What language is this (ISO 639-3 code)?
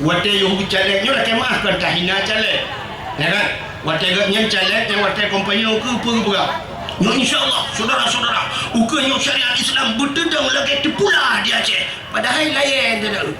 ace